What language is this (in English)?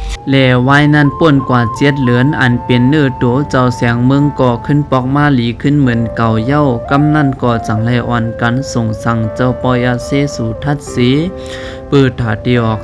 Shan